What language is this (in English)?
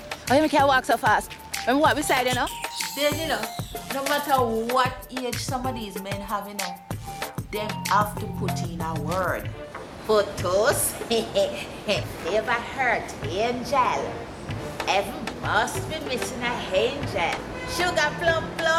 Jamaican Creole English